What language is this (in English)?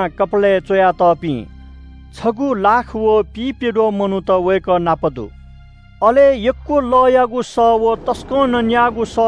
Newari